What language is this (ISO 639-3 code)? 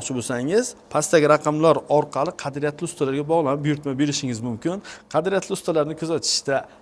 uzb